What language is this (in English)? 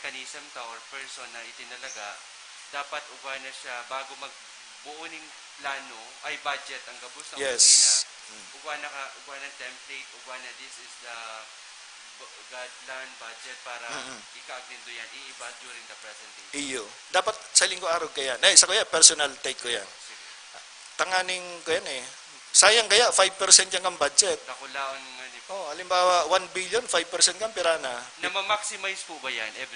Bikol